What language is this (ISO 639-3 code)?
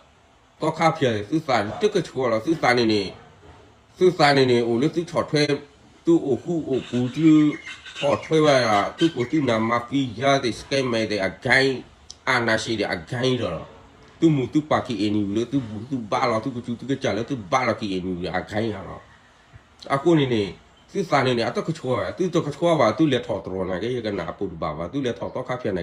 ksw